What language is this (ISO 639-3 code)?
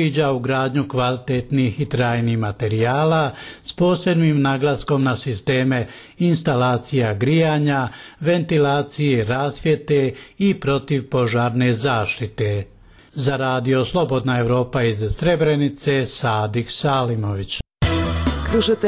bos